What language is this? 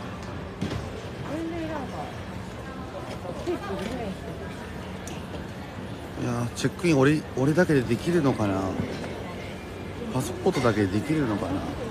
Japanese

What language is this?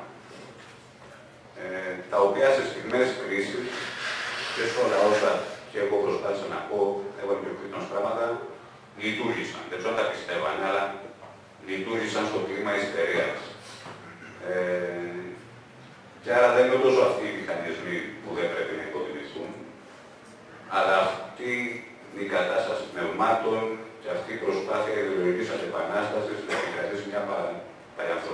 Greek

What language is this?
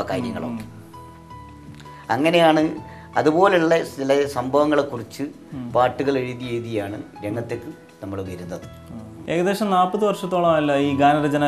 Malayalam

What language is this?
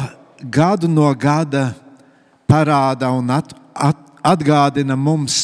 Latvian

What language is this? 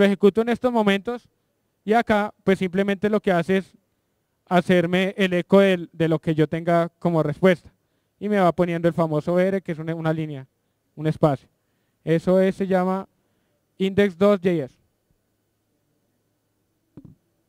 Spanish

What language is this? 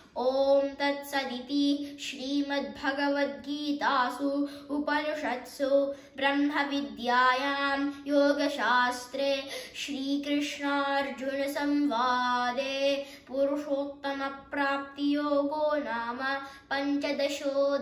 Sanskrit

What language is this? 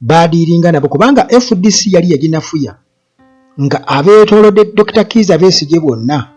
Ganda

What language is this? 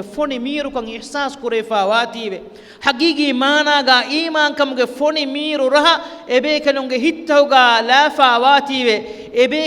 Divehi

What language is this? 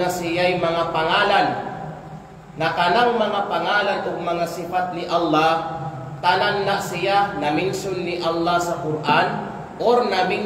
Kalagan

